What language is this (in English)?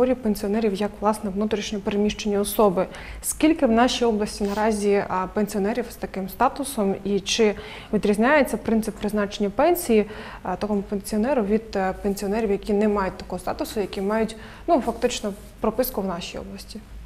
Ukrainian